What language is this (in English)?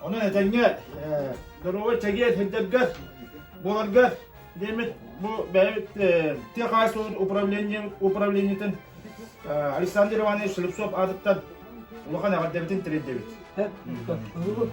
Yakut